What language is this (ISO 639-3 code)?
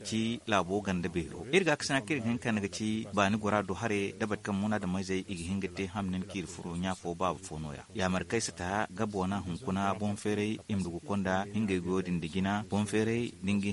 dje